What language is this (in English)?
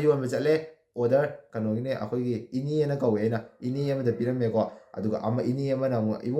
Manipuri